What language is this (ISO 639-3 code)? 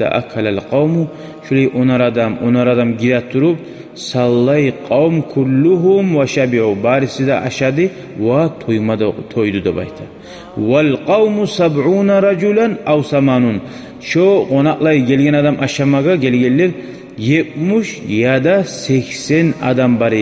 kum